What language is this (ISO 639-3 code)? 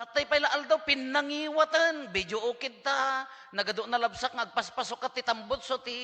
ilo